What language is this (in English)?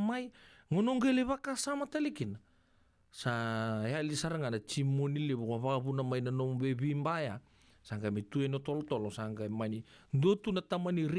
Fijian